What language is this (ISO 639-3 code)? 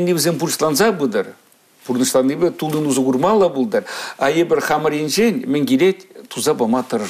chv